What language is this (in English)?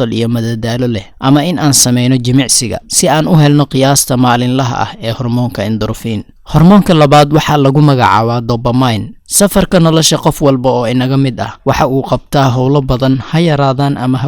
Somali